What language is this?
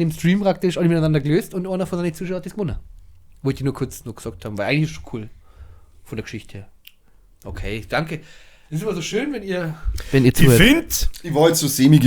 Bavarian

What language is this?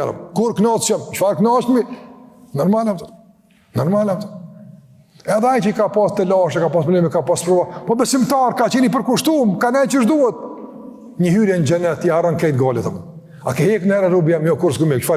Albanian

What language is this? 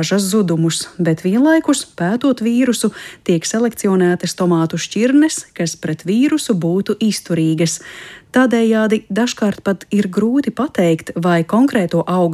Latvian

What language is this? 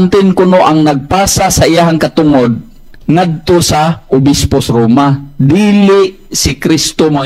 Cebuano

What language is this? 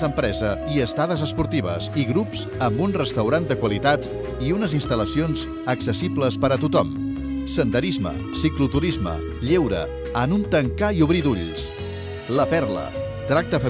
Catalan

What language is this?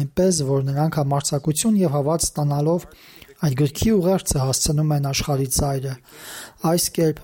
Armenian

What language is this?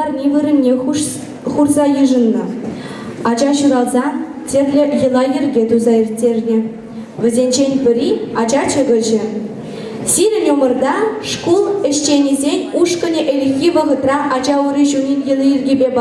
Chuvash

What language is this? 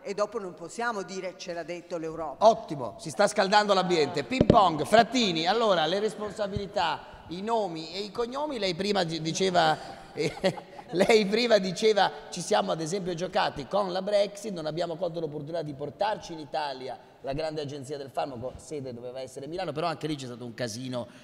Italian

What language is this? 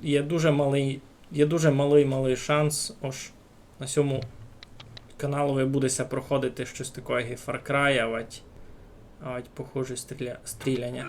Rusyn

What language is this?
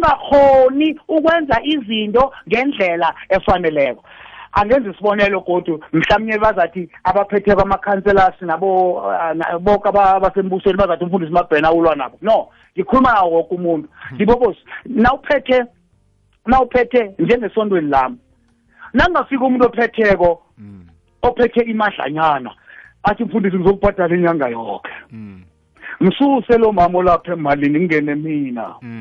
South Ndebele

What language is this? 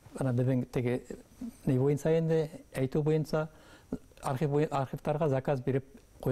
Bashkir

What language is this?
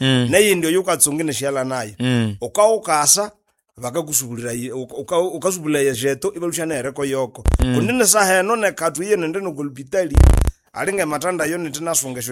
Nande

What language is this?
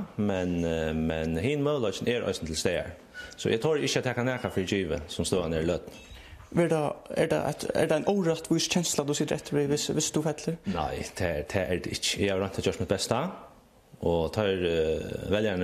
Faroese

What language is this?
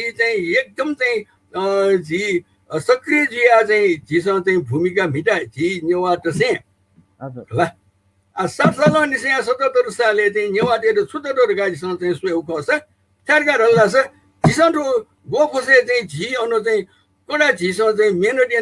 Newari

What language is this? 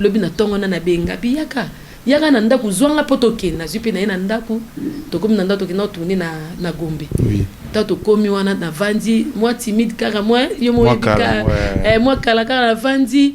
Lingala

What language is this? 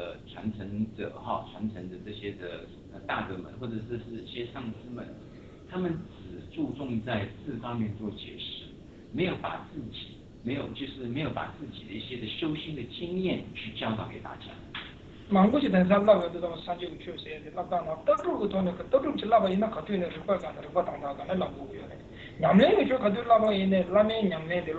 Chinese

